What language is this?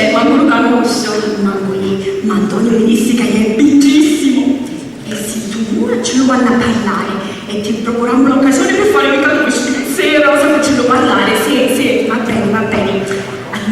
Sicilian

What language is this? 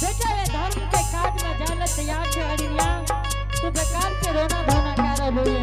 Angika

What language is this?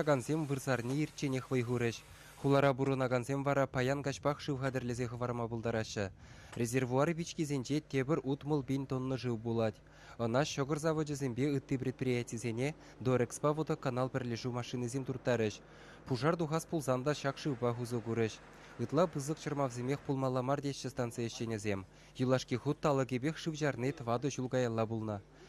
Chuvash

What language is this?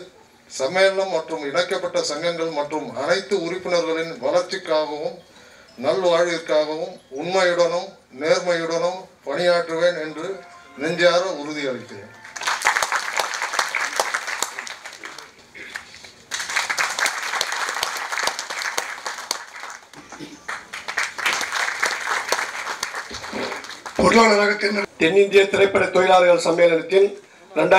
Tamil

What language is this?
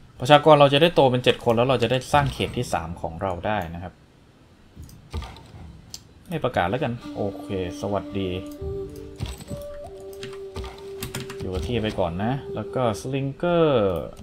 Thai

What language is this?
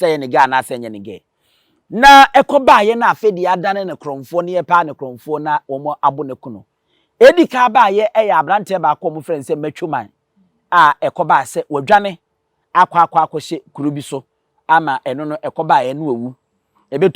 Akan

